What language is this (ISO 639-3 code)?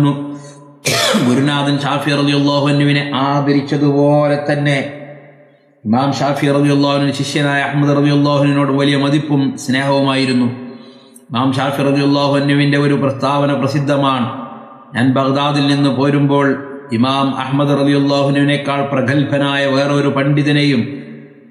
mal